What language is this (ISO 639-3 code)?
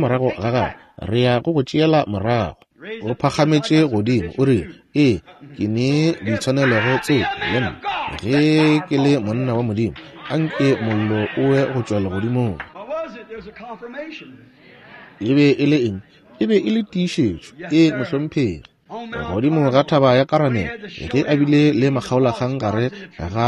nso